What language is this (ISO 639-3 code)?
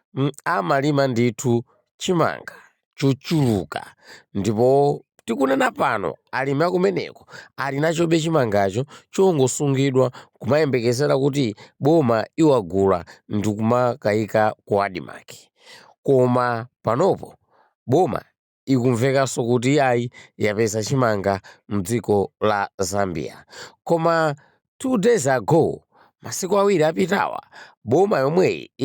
nya